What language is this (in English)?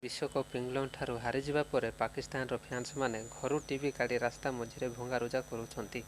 Odia